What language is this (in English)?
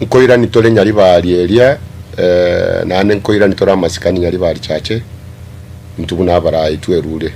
Gusii